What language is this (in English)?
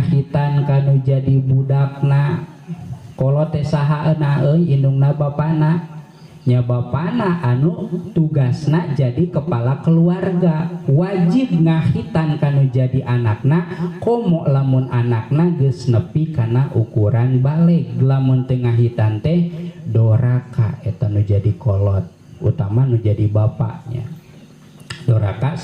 Sundanese